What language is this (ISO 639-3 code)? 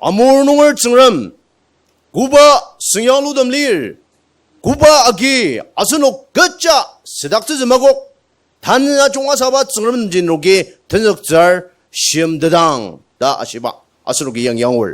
njo